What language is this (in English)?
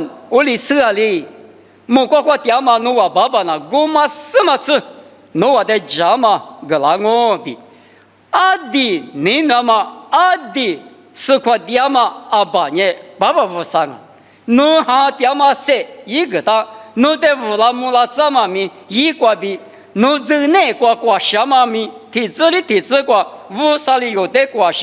Lisu